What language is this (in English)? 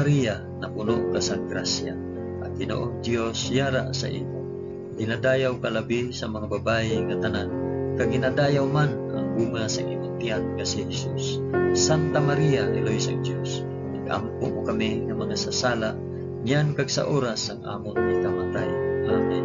Hiligaynon